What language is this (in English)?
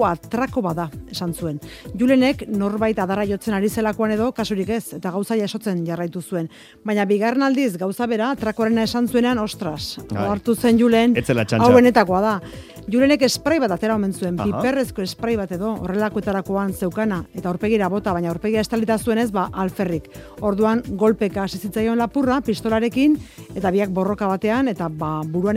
Basque